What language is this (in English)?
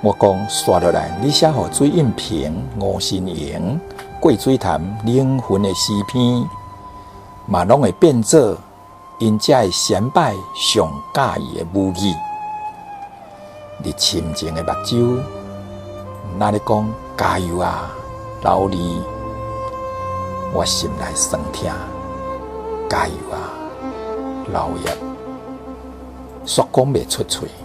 Min Nan Chinese